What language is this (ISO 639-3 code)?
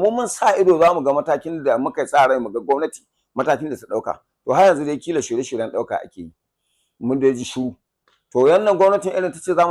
hau